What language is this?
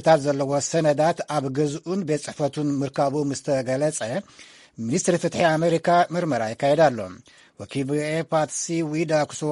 Tigrinya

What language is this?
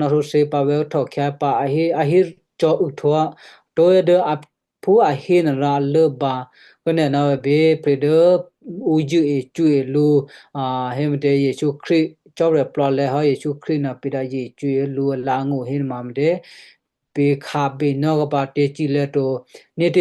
Western Kayah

